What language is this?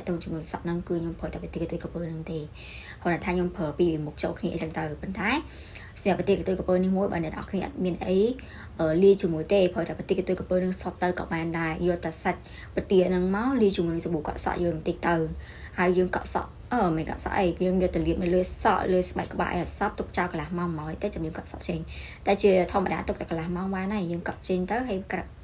Khmer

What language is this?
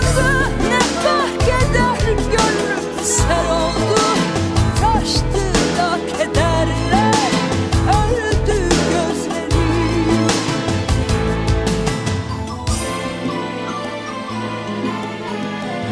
Turkish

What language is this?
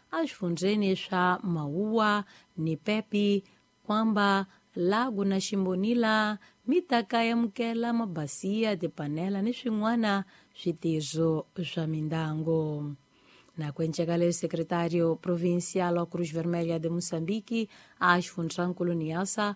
Tsonga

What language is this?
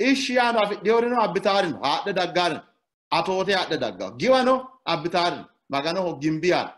Sidamo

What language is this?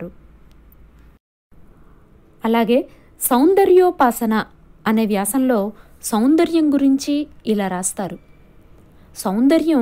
Telugu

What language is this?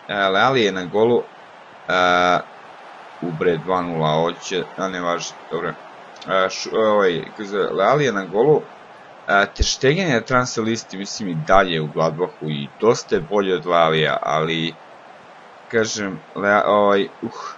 Serbian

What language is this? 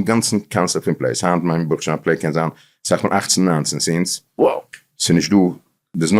Yiddish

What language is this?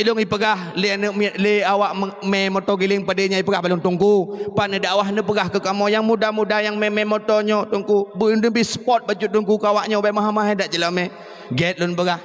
Achinese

